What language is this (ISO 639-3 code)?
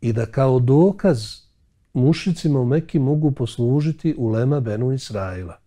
bos